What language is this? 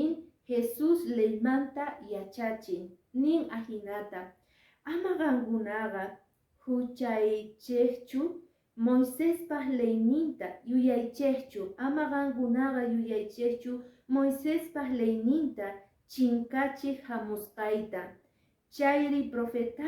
Quechua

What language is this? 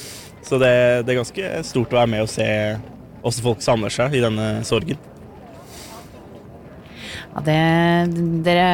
Norwegian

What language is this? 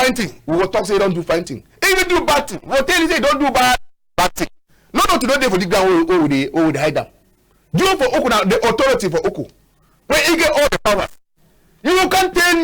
Cameroon Pidgin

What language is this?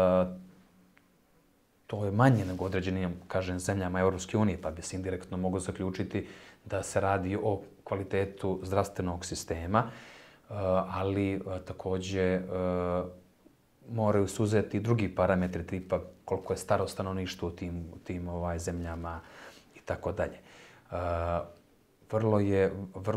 Bosnian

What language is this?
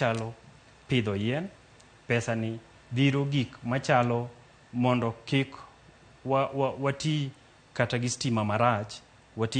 Luo (Kenya and Tanzania)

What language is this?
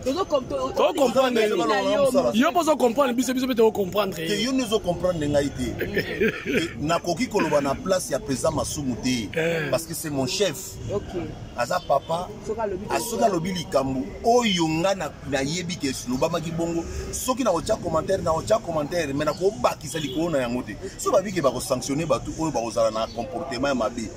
Lingala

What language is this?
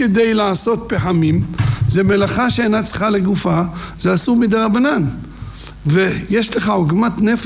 Hebrew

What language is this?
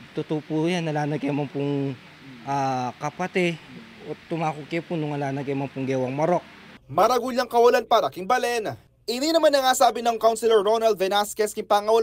Pampanga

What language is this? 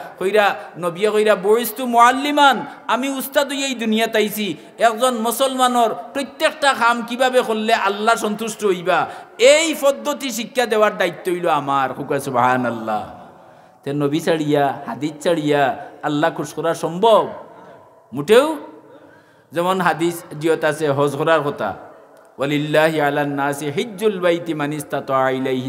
Sylheti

